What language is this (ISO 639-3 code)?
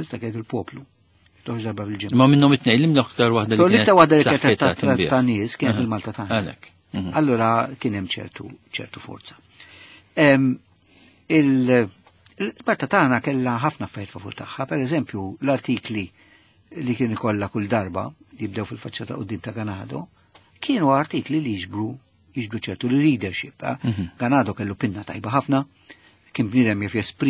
mlt